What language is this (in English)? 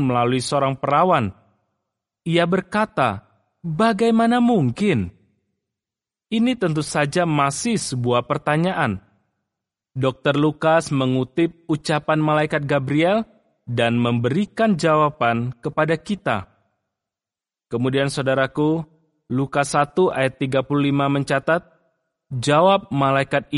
Indonesian